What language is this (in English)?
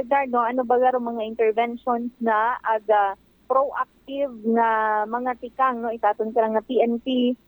Aklanon